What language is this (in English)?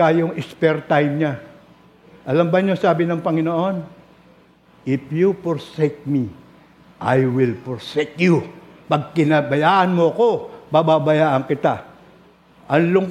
Filipino